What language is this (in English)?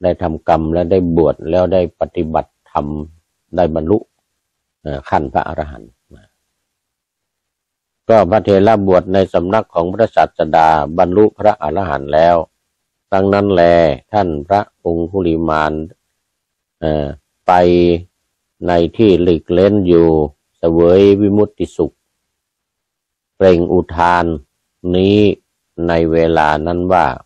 Thai